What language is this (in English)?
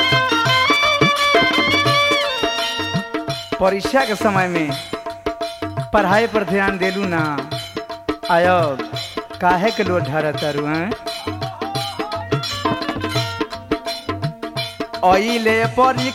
Bhojpuri